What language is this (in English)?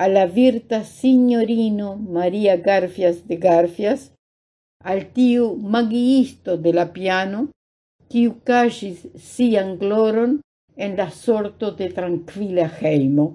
Esperanto